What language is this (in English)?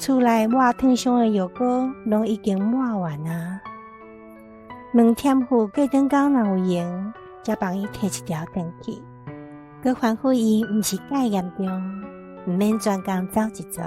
Min Nan Chinese